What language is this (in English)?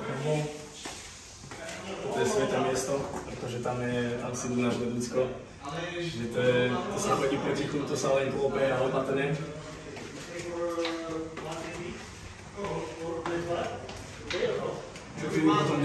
Slovak